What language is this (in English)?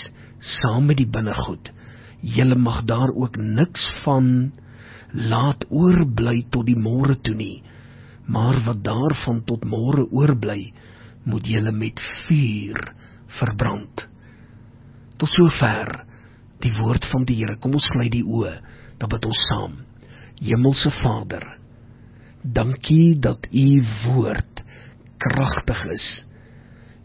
Afrikaans